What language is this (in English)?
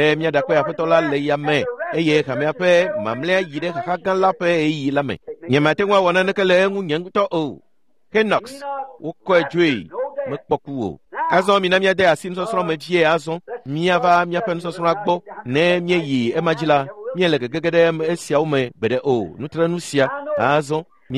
Ewe